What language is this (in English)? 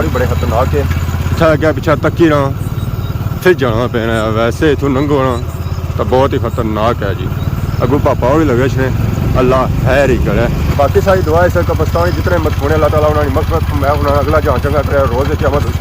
Pahari-Potwari